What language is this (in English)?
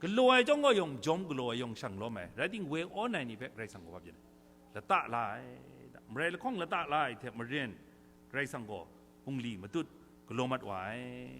Kachin